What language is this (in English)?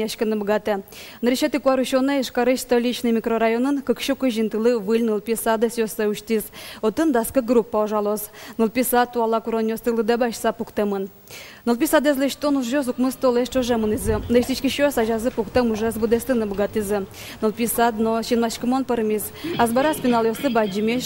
Udmurt